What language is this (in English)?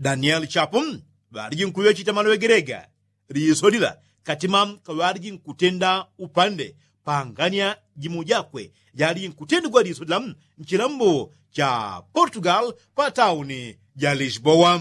Yao